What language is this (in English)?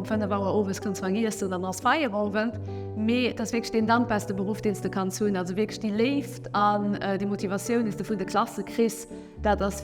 Luxembourgish